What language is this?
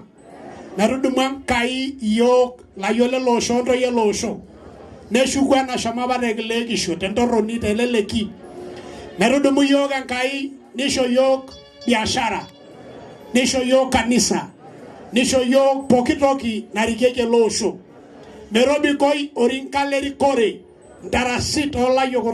Masai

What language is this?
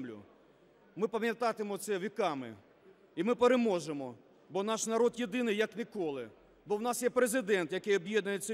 Ukrainian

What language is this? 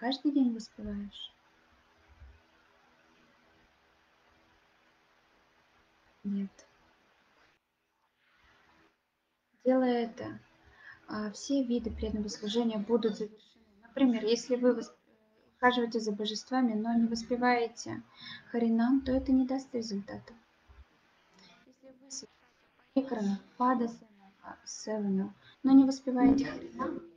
Russian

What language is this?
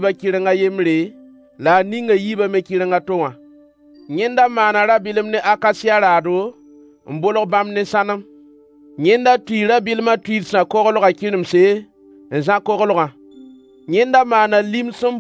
Mossi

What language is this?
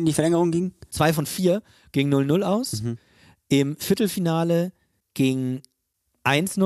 German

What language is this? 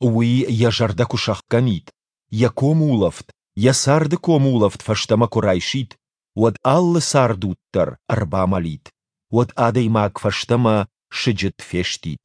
Ossetic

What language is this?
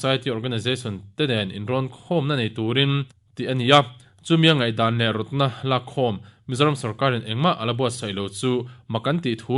Mizo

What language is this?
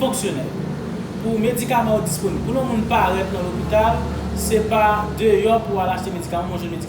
Haitian Creole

